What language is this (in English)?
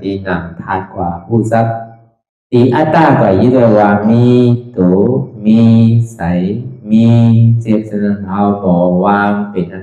Shan